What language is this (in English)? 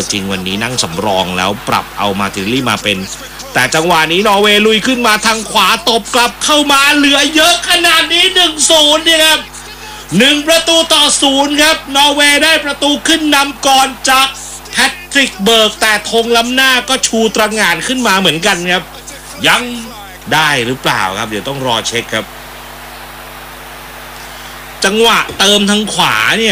Thai